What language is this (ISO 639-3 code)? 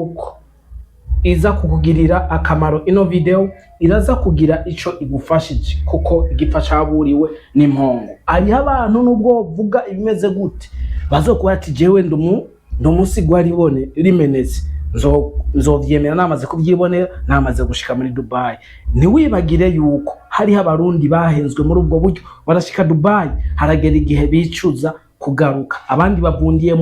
run